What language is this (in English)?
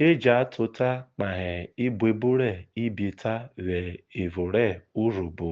Urhobo